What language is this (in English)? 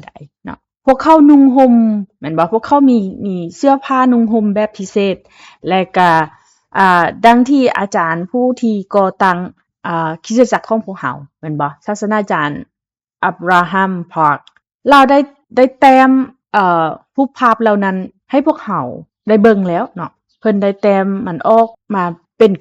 Lao